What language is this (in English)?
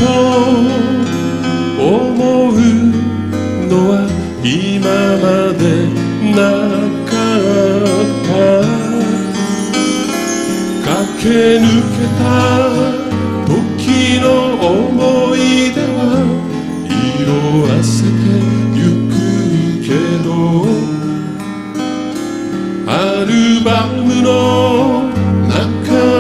Japanese